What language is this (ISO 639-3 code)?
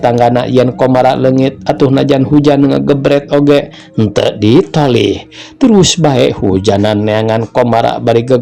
sun